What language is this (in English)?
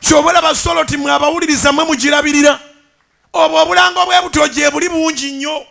Ganda